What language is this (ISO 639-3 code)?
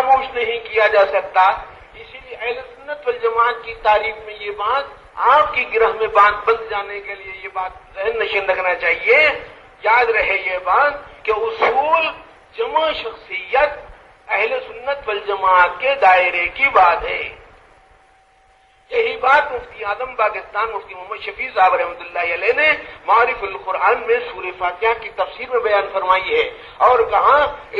urd